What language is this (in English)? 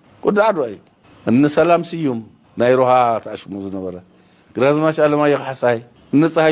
Tigrinya